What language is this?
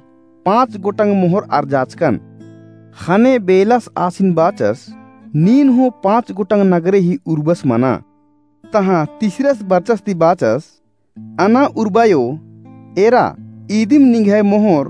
Kurukh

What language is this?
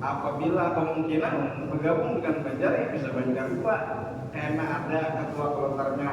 Banjar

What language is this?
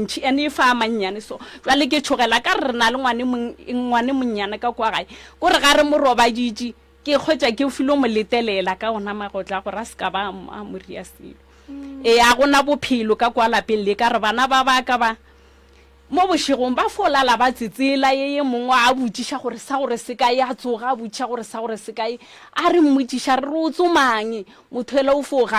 Northern Sotho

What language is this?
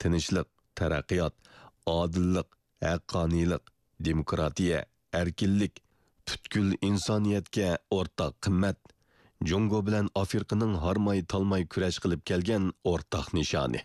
Uyghur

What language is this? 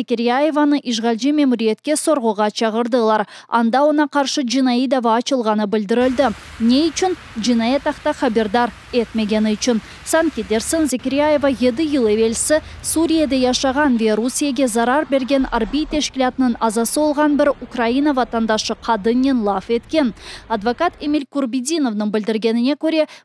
Crimean Tatar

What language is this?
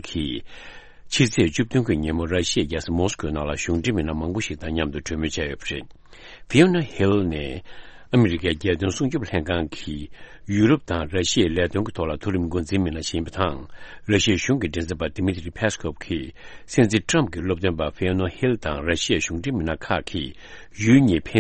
Tibetan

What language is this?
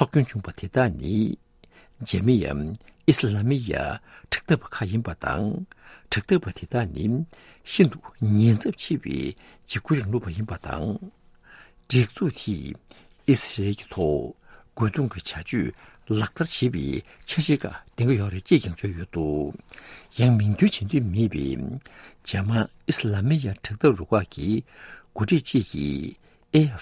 Tibetan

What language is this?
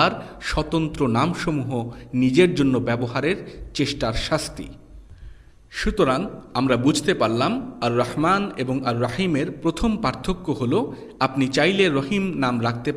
Bangla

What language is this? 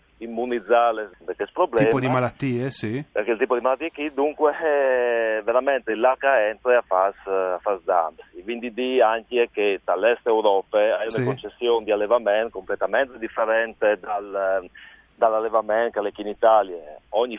Friulian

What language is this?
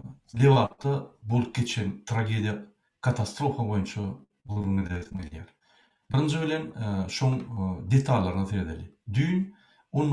Turkmen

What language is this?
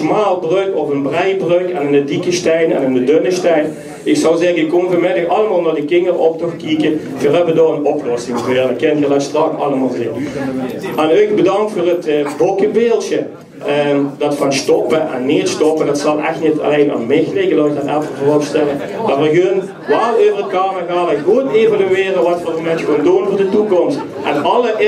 Limburgish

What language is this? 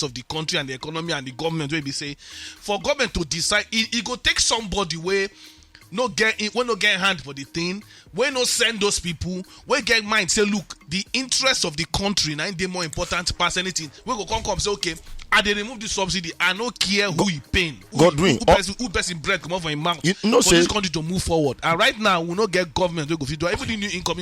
Nigerian Pidgin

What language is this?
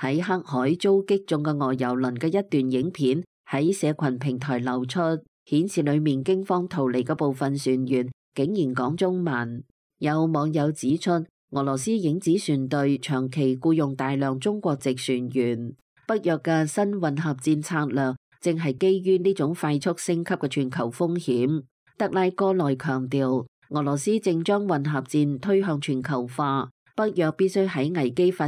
Cantonese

